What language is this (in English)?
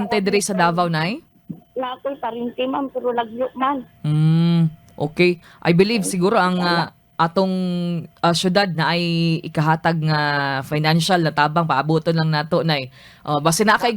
Cebuano